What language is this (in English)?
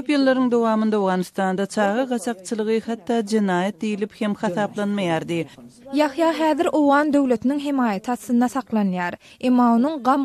Turkmen